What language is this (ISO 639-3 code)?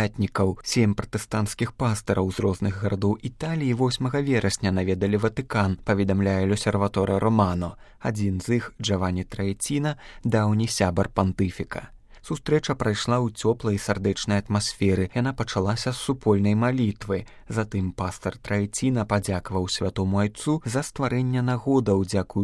bel